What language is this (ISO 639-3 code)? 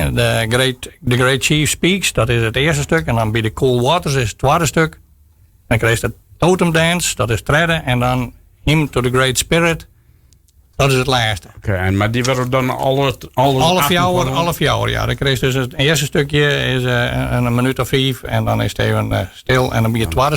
fry